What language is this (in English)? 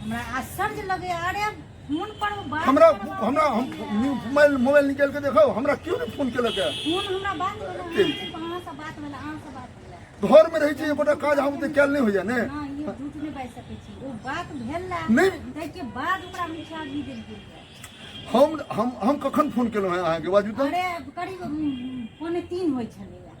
Maithili